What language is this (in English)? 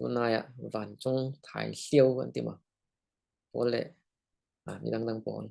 Falam Chin